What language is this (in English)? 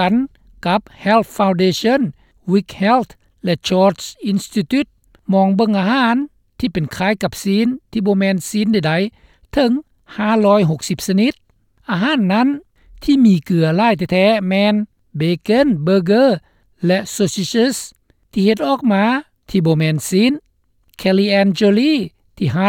Lao